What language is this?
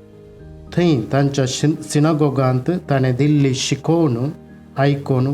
Konkani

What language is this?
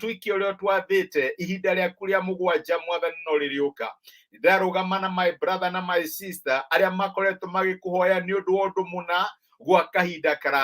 Kikuyu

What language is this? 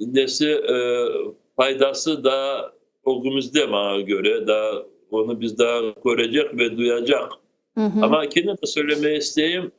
Crimean Tatar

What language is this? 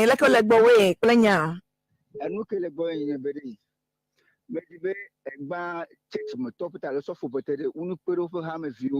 Ewe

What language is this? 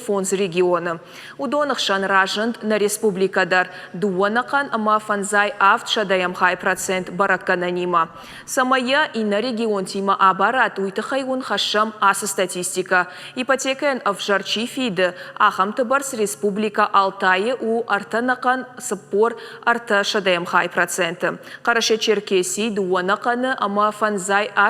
Ossetic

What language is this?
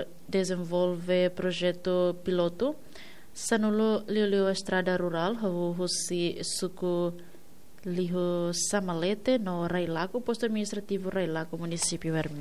Tetum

